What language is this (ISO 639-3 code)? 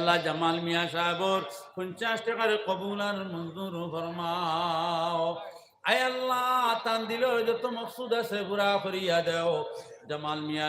syl